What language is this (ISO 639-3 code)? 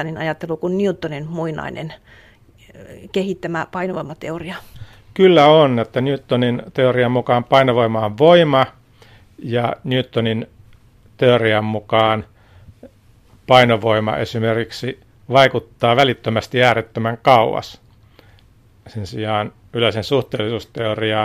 fin